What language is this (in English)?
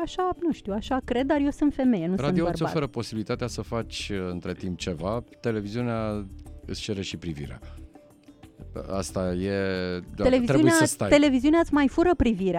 Romanian